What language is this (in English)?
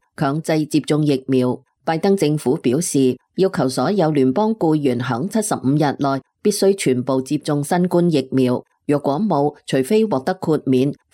Cantonese